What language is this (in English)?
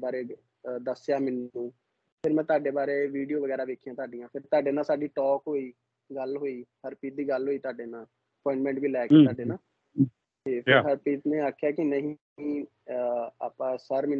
Punjabi